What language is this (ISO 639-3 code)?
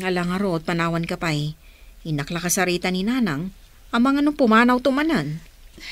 ilo